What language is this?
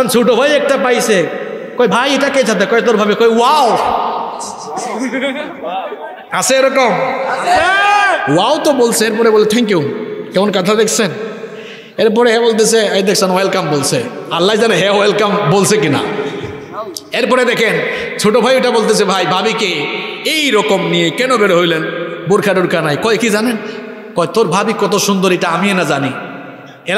Bangla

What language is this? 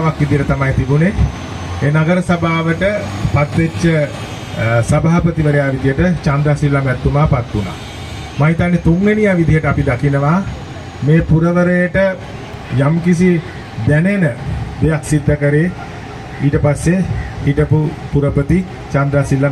Sinhala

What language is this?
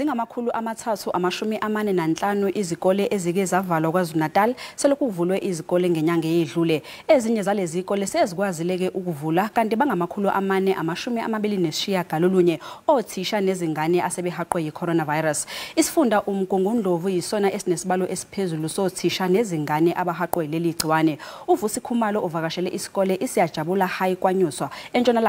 Zulu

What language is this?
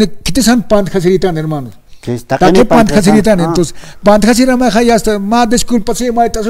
Aymara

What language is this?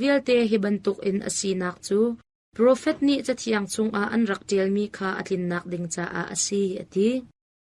Hakha Chin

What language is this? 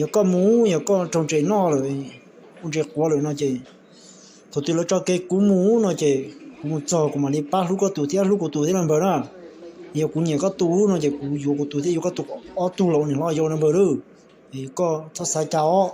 Hmong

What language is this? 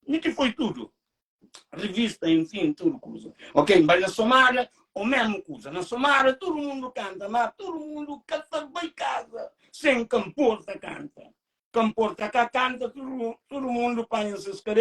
Kabuverdianu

